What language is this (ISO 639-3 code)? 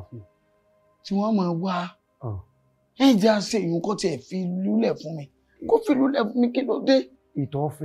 yor